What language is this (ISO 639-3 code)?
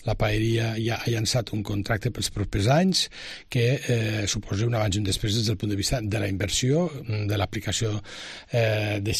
cat